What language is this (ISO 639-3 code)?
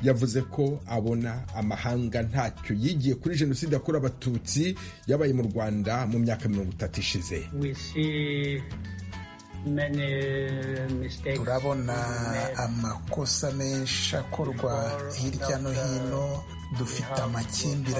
kin